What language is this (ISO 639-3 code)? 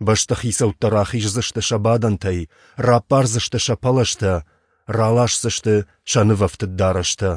oss